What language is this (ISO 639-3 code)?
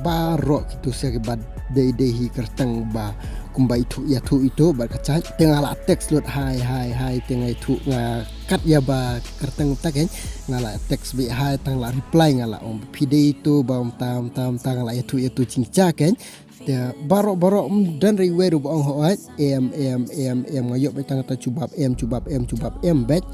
kha